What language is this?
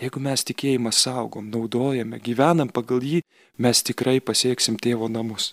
Lithuanian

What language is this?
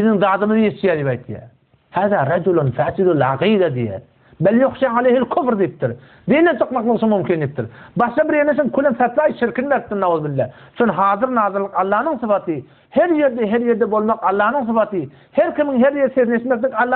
Turkmen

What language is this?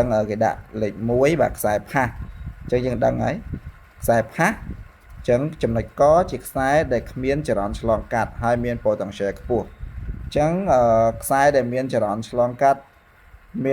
Khmer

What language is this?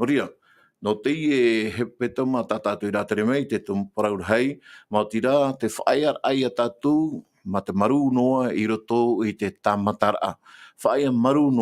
Tahitian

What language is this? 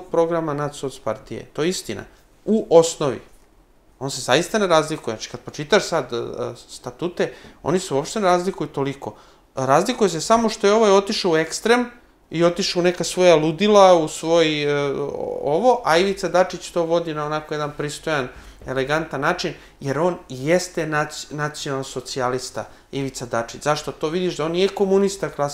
Serbian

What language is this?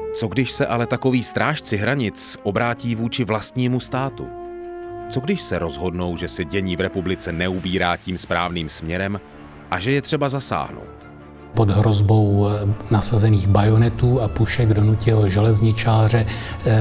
Czech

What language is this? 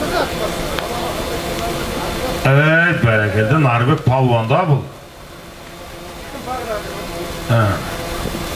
Kazakh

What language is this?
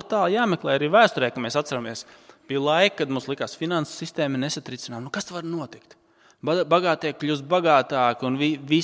Latvian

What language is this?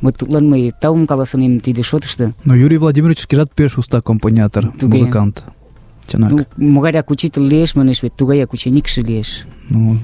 Mari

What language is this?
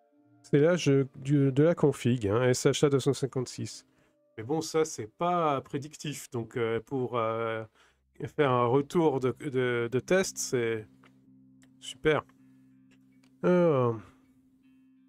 French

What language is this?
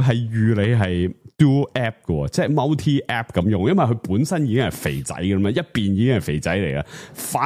Cantonese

